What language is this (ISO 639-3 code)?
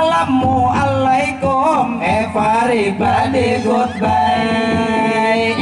bjn